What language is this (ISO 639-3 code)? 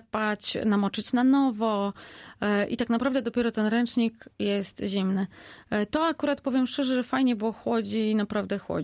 pol